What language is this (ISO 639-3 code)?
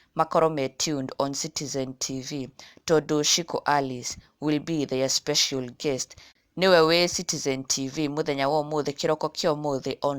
kik